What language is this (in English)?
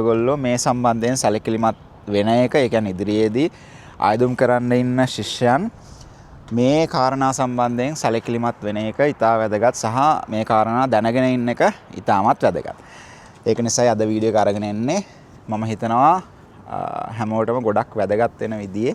Sinhala